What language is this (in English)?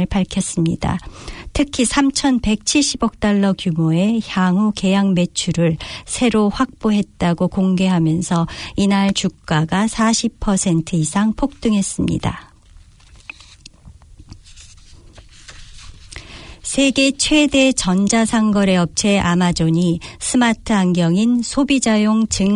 Korean